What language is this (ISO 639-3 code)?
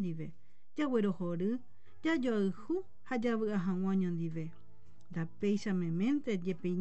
grn